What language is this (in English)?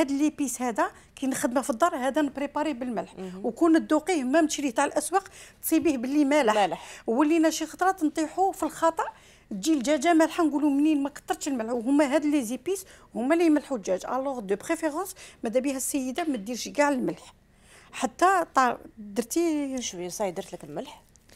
Algerian Arabic